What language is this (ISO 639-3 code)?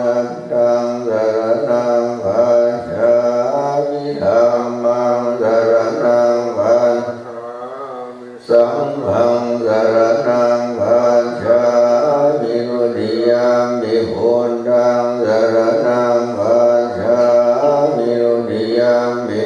pli